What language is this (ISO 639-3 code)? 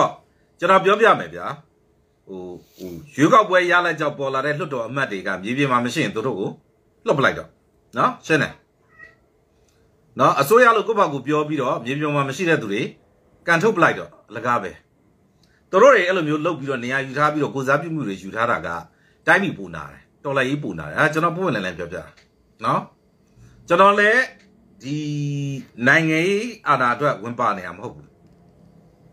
mya